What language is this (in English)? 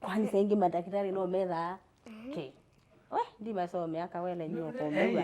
Kamba